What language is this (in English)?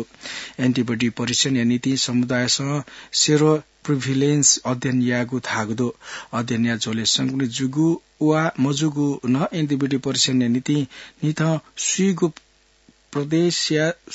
Newari